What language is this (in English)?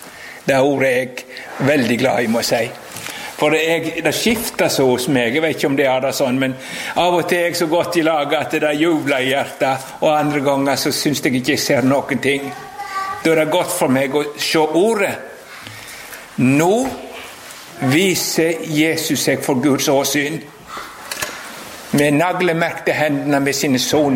Norwegian